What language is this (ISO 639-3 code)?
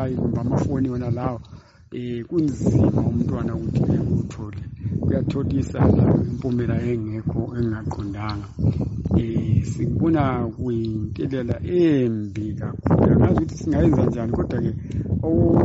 nde